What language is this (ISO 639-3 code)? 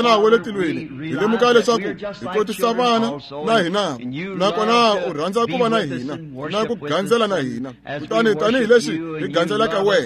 tso